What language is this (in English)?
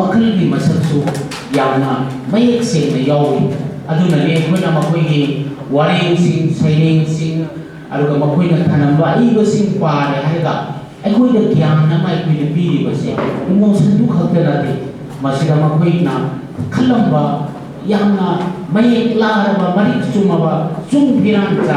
Manipuri